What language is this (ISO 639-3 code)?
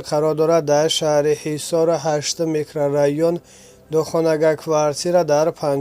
tgk